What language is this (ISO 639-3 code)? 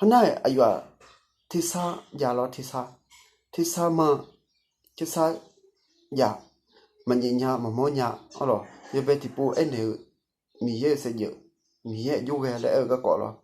ahk